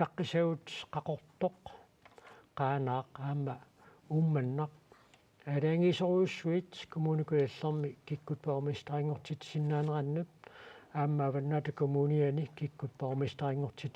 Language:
Kalaallisut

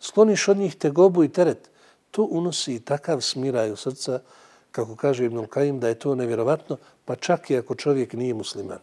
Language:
Bosnian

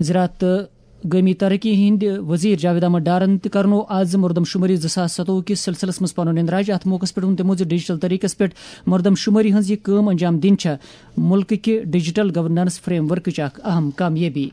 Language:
Kashmiri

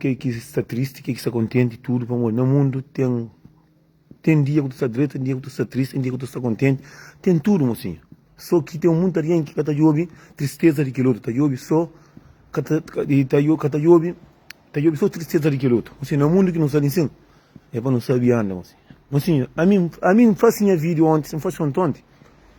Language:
Kabuverdianu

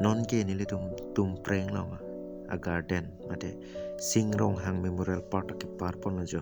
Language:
Karbi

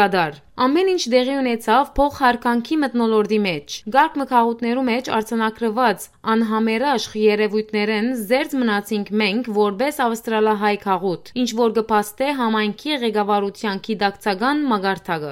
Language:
Western Armenian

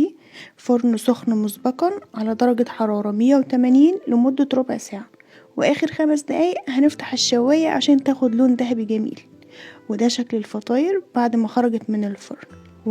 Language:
Egyptian Arabic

